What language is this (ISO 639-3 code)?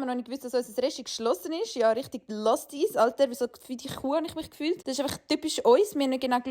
gsw